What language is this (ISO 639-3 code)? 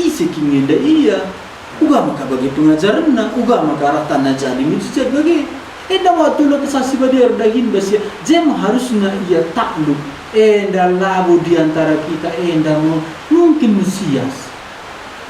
btx